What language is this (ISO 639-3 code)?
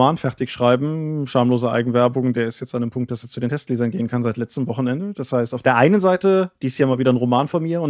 deu